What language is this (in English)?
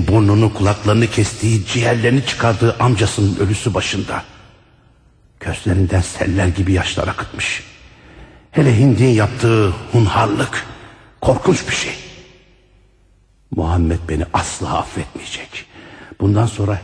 Turkish